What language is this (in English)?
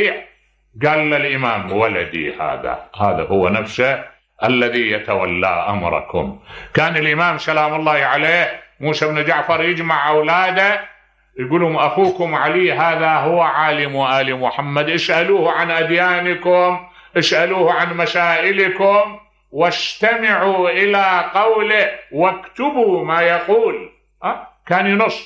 Mesopotamian Arabic